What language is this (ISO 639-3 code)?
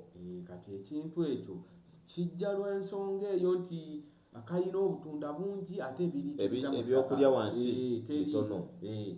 lug